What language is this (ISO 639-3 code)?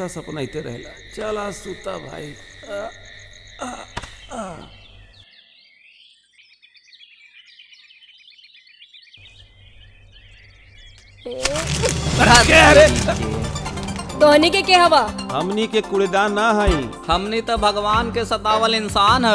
bho